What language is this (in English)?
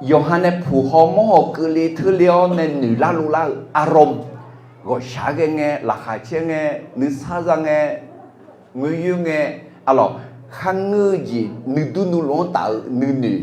Akha